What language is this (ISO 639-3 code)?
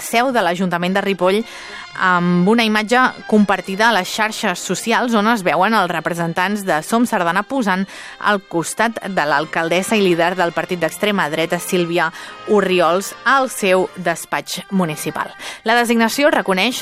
cat